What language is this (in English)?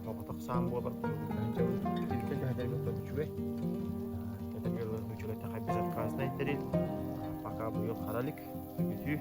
Yakut